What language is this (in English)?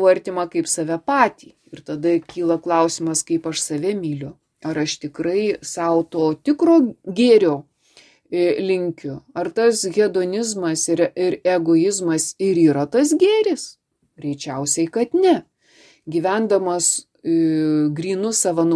Lithuanian